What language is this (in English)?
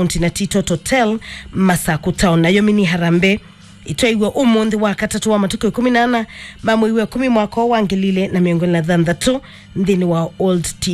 Kamba